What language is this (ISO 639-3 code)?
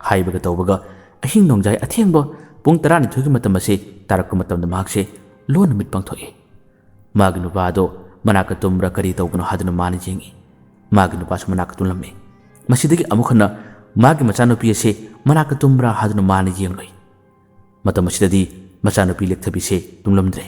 mni